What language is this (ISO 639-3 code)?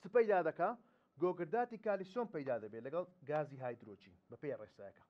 ckb